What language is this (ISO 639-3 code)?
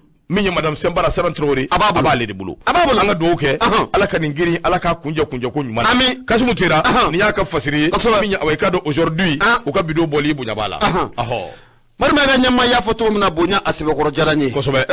bam